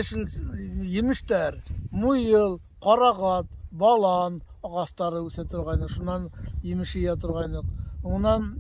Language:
Bashkir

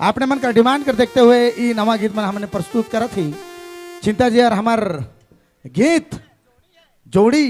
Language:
Sadri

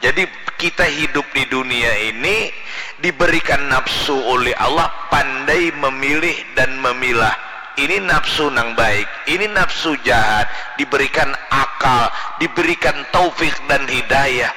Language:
Banjar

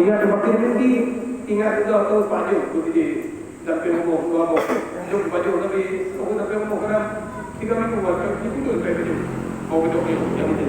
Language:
Achinese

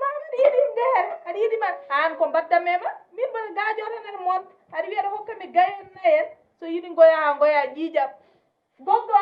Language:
Fula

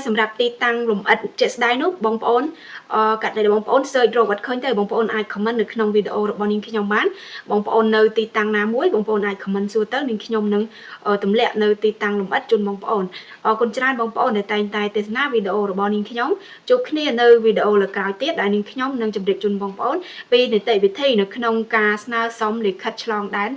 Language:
Khmer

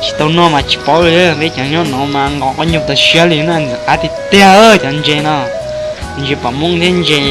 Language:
Hmong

